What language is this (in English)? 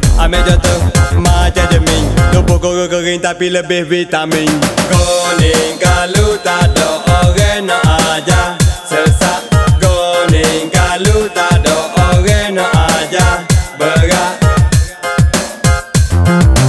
Malay